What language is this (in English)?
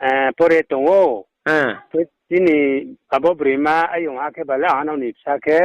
Riang (India)